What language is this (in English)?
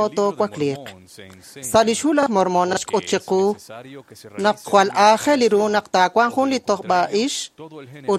Kekchí